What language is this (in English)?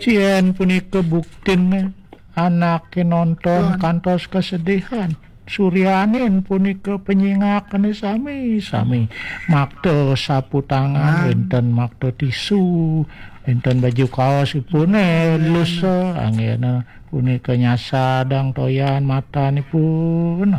Balinese